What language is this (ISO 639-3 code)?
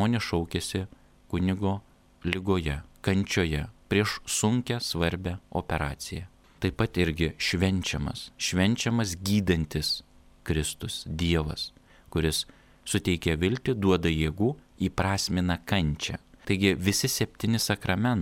lit